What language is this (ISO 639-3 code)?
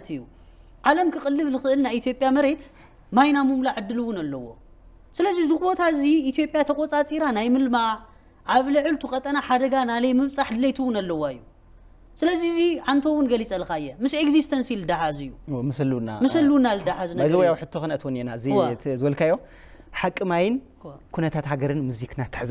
tir